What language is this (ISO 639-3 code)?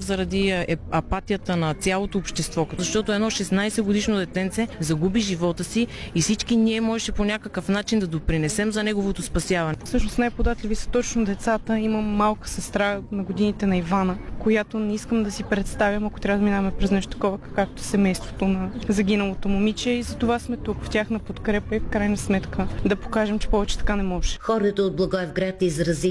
bul